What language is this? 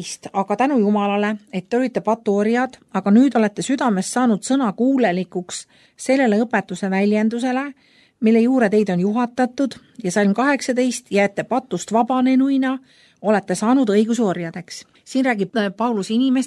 Estonian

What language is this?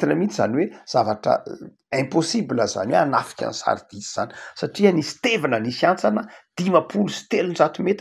Malagasy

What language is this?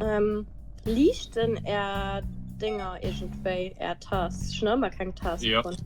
Luxembourgish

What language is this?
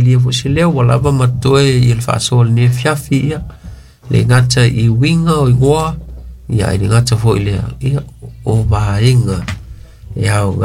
Samoan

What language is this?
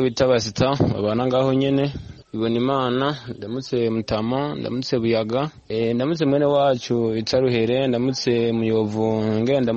Kinyarwanda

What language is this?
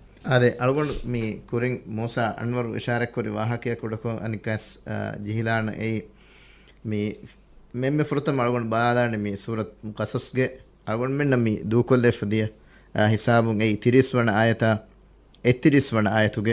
Divehi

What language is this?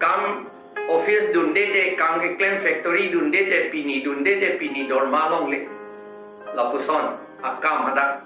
Karbi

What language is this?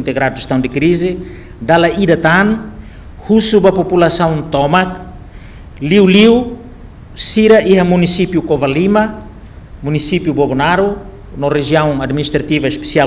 Tetum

